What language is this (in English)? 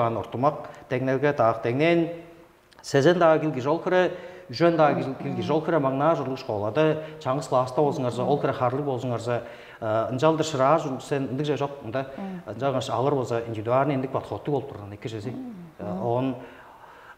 Tuvinian